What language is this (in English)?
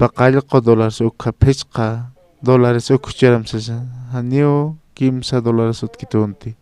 Aymara